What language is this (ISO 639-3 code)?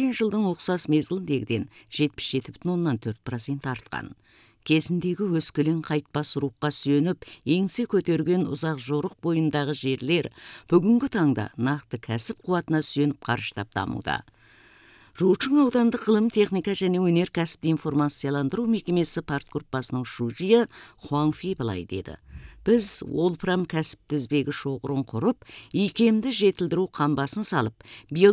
kaz